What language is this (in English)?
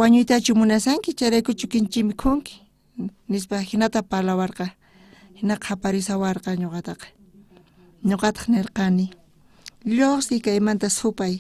South Bolivian Quechua